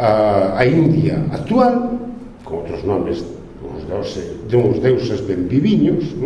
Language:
Galician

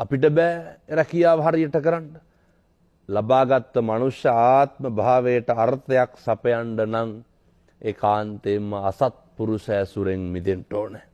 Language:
Sinhala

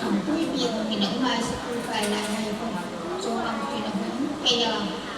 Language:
Hmar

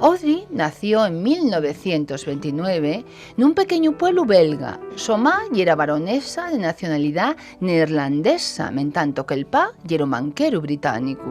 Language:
Asturian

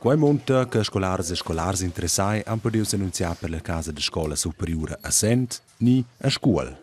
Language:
Romansh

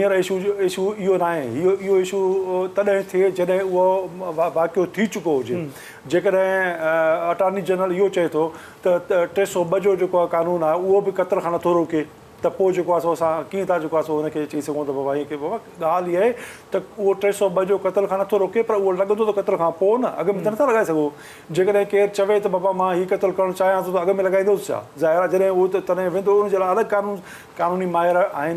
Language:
Sindhi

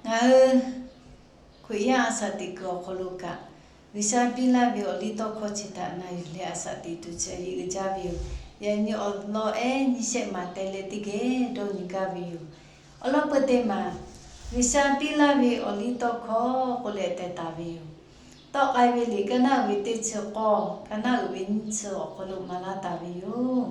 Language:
Lahu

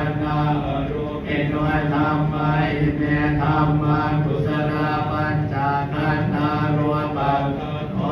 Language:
Pali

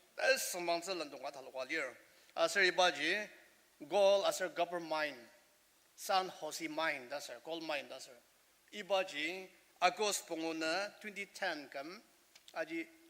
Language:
Ao Naga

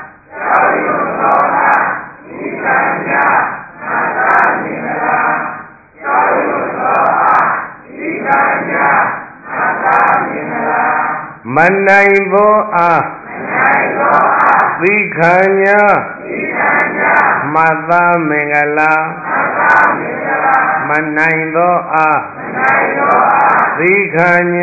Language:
Burmese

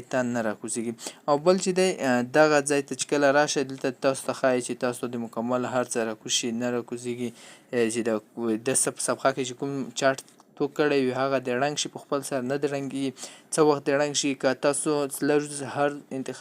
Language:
Pashto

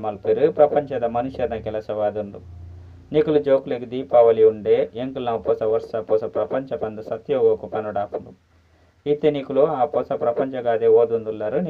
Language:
Tulu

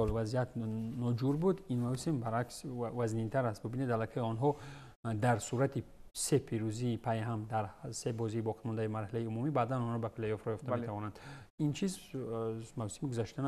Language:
Tajik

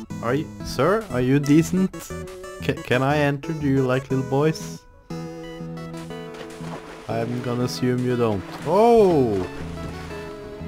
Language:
Norwegian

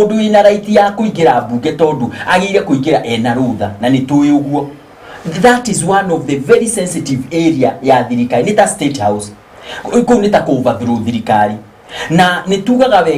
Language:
Kikuyu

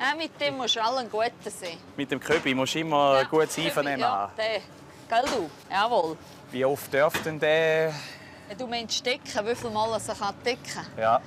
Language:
Swiss German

